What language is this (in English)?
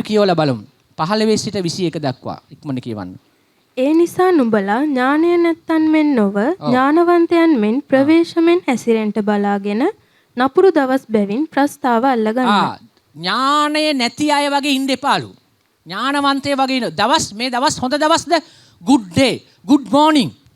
Sinhala